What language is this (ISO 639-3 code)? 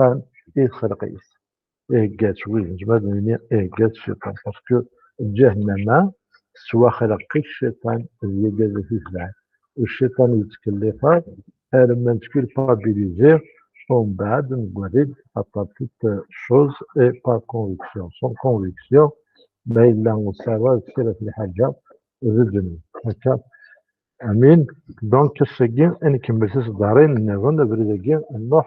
kab